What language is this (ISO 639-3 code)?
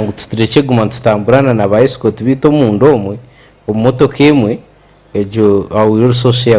nyn